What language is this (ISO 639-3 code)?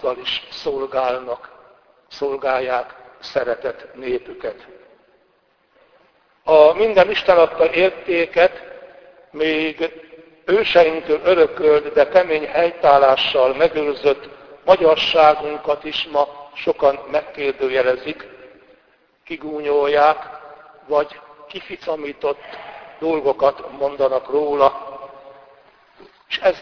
hun